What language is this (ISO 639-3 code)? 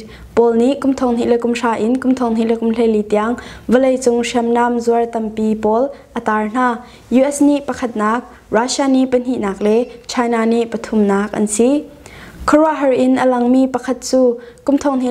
cnh